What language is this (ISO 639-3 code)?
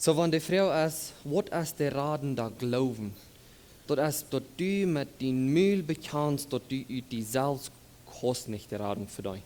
pdt